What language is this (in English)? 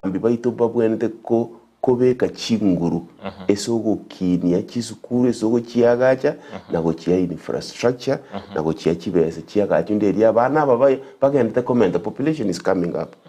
Gusii